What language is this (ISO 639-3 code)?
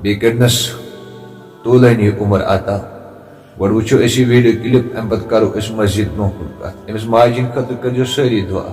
kas